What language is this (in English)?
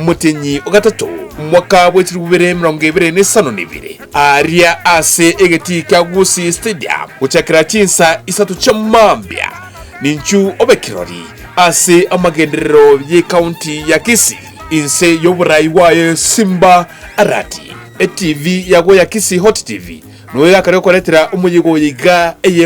Gusii